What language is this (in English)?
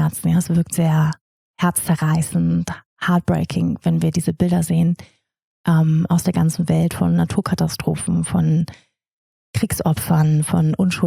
German